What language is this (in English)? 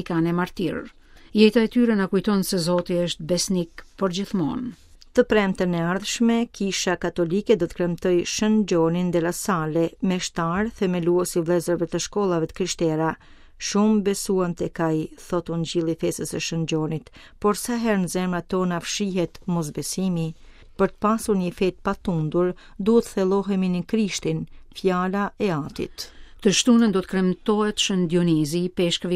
Albanian